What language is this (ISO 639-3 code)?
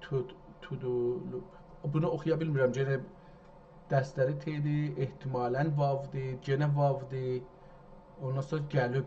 azb